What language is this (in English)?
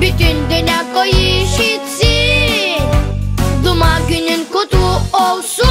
Gagauz